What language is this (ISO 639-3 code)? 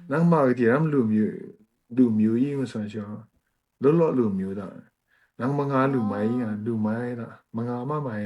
kac